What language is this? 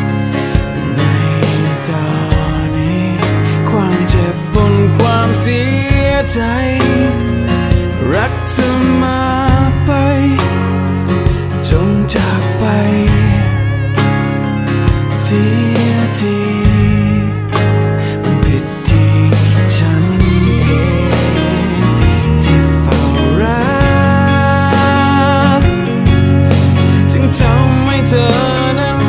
Thai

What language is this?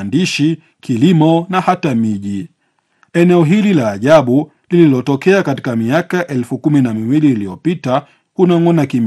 Swahili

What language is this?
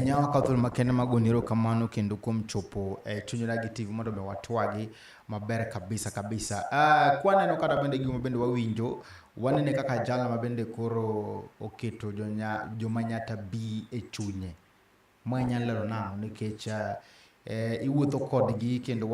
Luo (Kenya and Tanzania)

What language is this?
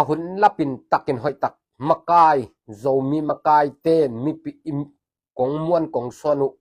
Tedim Chin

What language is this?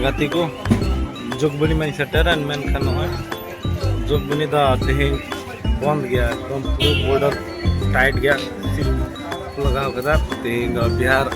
Santali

